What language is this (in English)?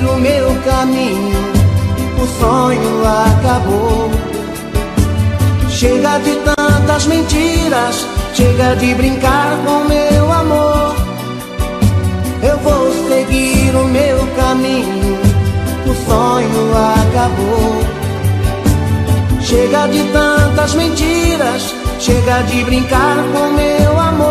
Portuguese